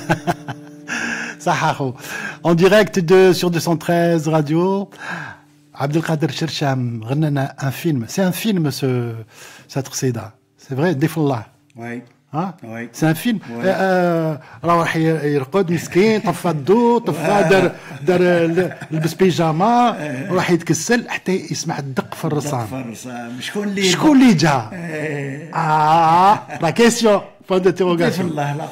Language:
Algerian Arabic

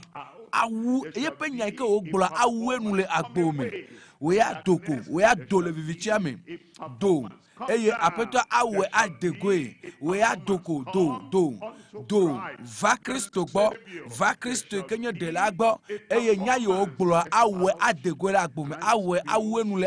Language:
Ewe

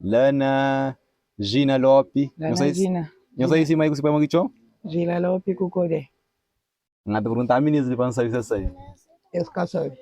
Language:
Kabuverdianu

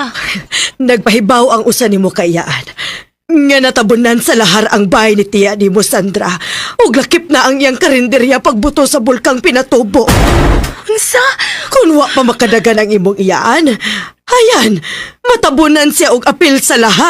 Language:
Cebuano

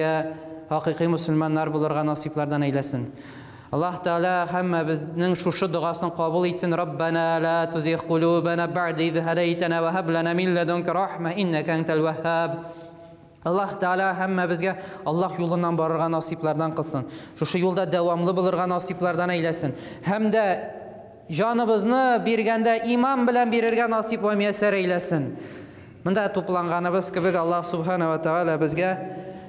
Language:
Tatar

